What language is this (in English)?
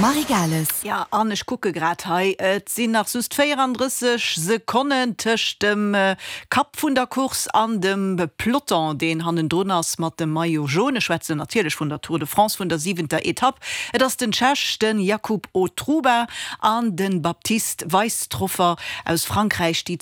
Luxembourgish